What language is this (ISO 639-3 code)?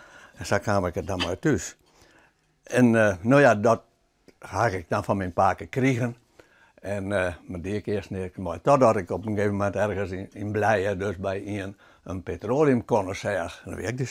fry